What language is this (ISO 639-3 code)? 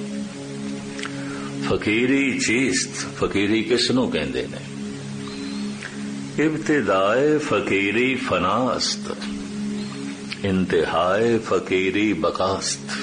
pan